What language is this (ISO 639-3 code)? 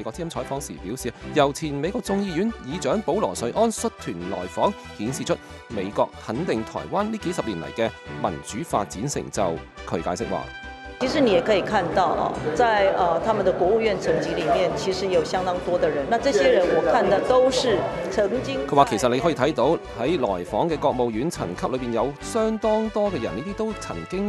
yue